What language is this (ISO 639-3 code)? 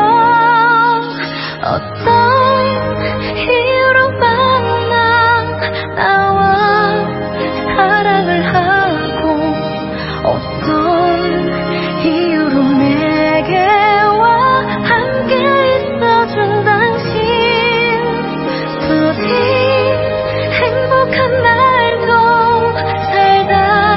kor